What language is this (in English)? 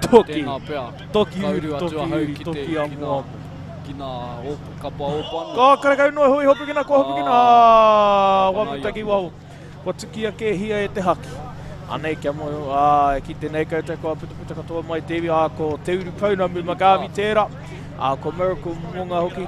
Māori